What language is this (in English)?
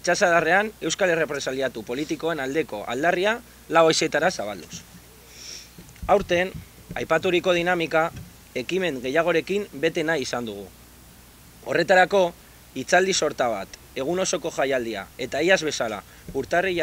Basque